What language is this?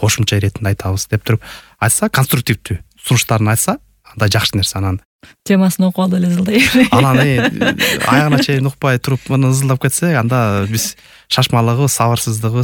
Kyrgyz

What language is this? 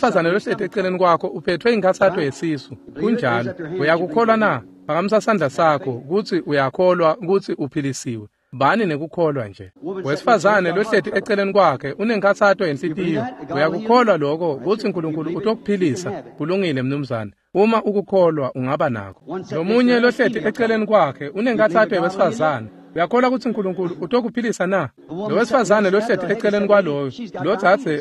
Swati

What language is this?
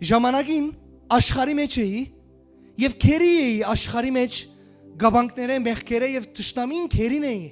Western Armenian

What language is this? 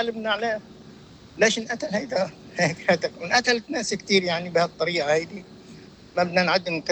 North Levantine Arabic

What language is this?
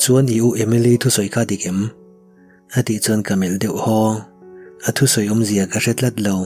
Mizo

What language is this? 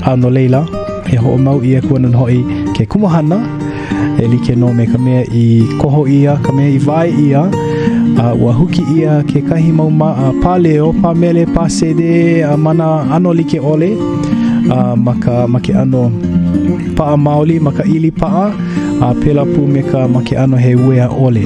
Hawaiian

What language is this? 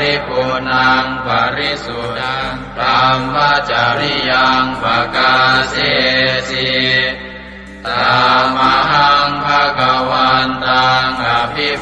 Pali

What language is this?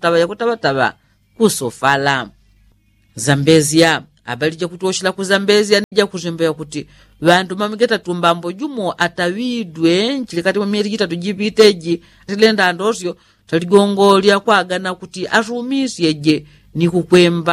Yao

